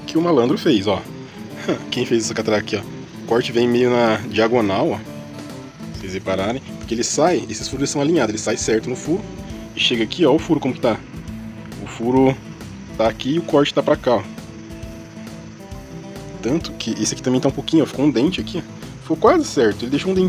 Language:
Portuguese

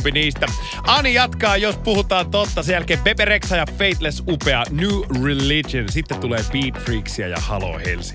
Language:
Finnish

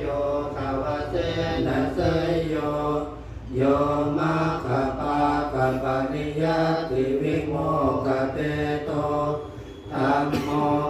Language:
Pali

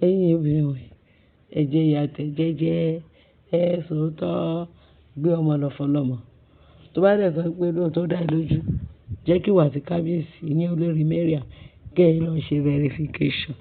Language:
Yoruba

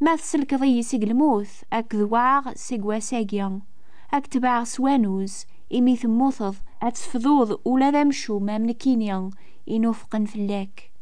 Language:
Kabyle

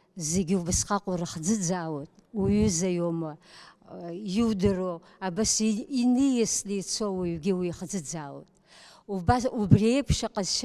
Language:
Abkhazian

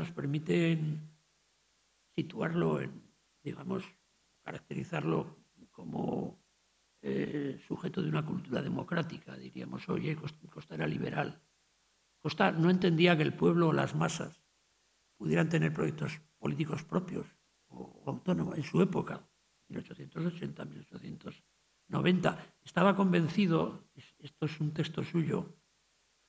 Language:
Spanish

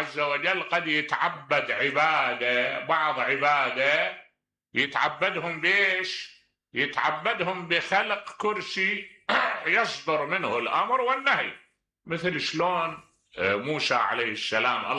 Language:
Mesopotamian Arabic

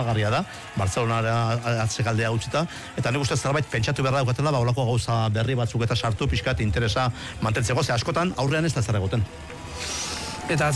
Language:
Basque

